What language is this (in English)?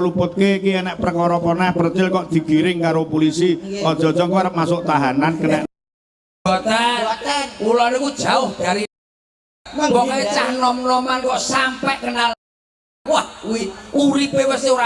Javanese